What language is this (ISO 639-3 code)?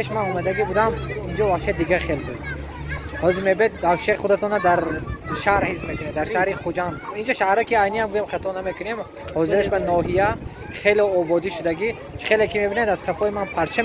tgk